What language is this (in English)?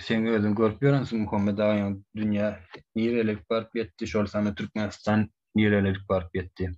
Turkmen